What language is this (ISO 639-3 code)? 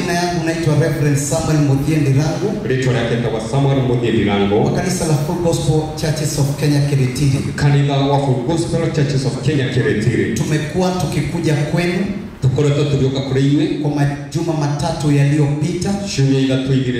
swa